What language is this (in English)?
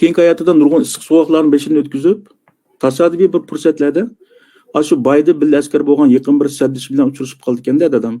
Uyghur